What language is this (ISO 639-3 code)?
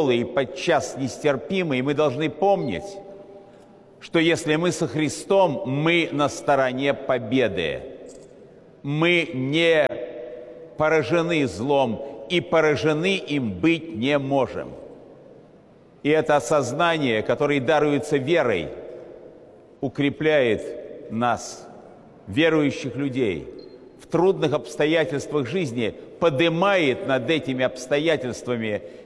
rus